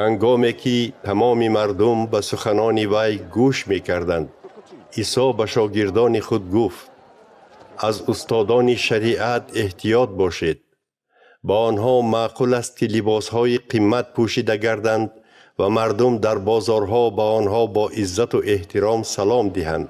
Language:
Tajik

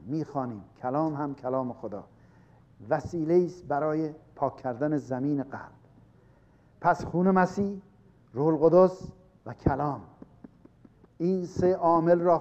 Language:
Persian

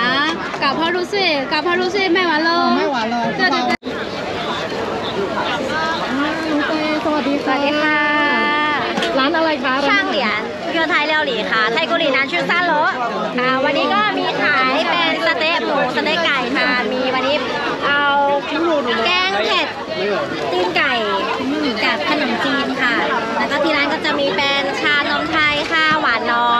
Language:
Thai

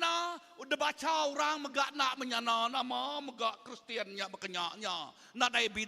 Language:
Iban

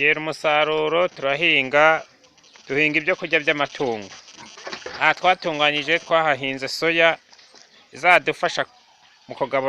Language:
Kinyarwanda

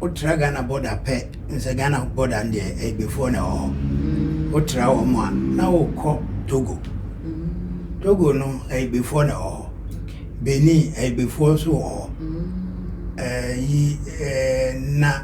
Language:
Akan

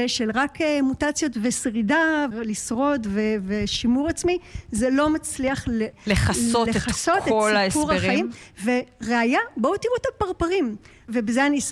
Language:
Hebrew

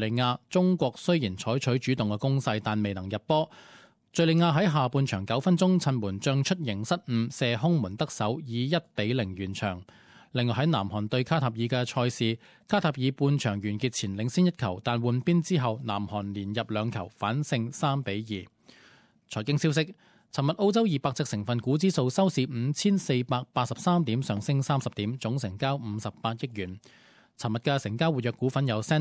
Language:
Cantonese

